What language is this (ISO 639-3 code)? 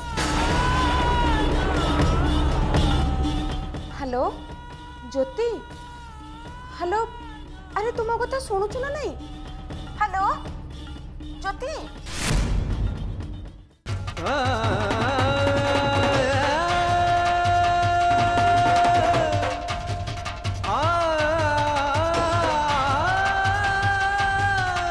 ori